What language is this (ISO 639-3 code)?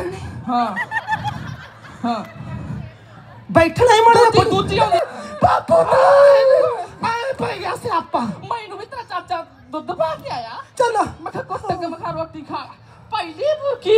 pan